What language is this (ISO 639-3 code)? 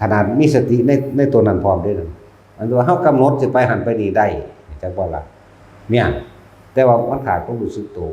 tts